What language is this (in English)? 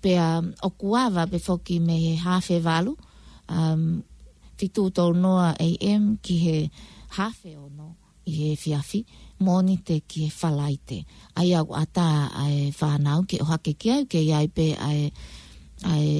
Tongan